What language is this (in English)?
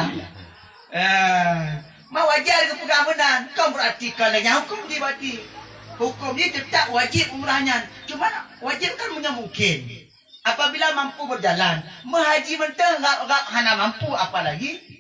Achinese